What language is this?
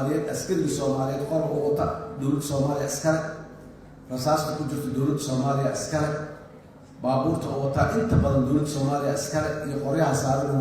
Somali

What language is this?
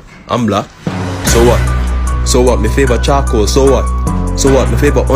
Jamaican Creole English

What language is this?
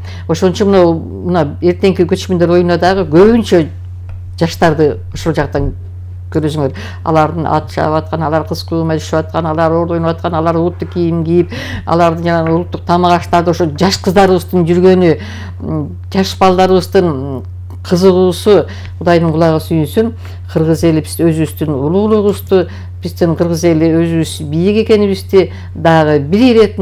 Kyrgyz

